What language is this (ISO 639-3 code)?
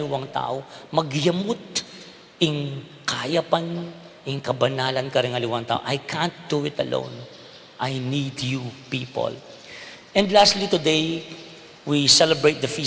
pam